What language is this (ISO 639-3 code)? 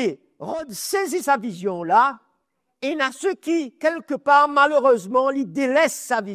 mfe